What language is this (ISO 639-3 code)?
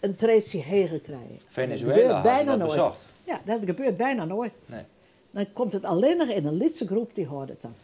fry